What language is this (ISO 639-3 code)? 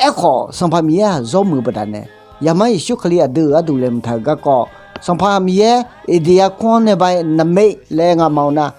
ahk